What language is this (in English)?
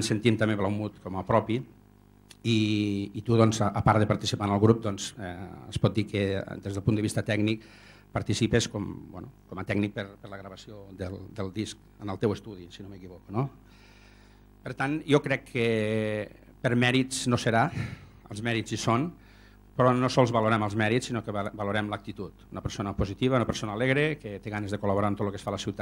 Catalan